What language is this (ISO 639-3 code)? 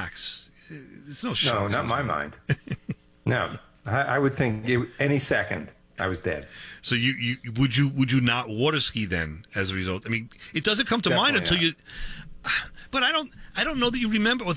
eng